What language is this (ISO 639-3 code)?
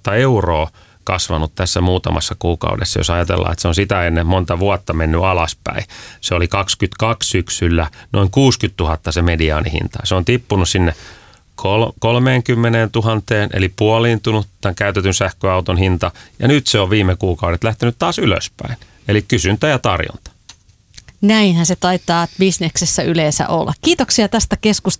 fin